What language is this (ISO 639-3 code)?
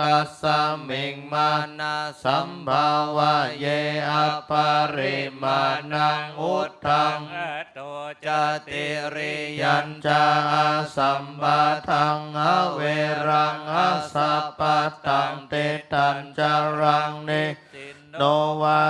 pli